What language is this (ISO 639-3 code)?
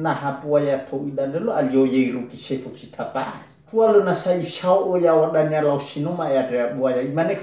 nia